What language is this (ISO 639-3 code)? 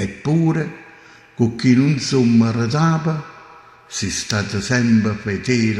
nap